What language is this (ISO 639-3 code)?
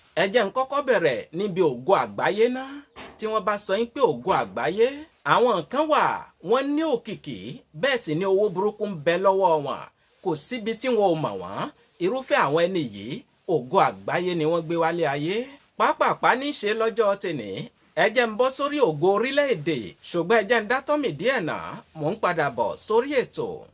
yor